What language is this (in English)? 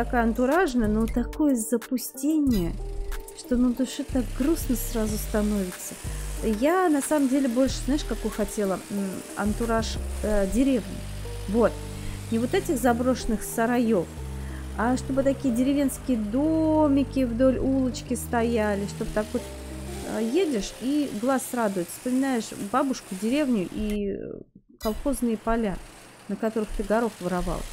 Russian